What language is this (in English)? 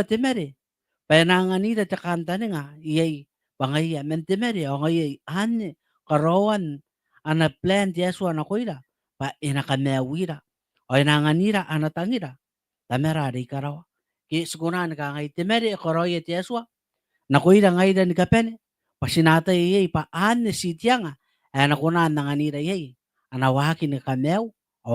Gilbertese